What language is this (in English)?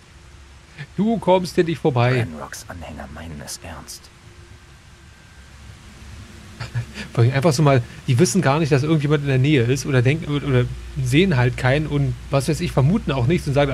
German